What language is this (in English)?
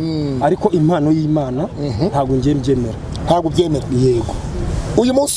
Kinyarwanda